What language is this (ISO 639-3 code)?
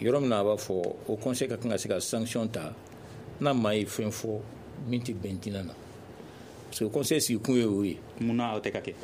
bam